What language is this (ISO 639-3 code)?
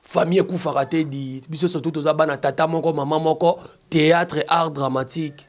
lin